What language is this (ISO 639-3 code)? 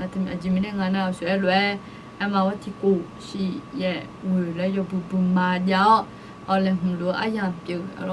ahk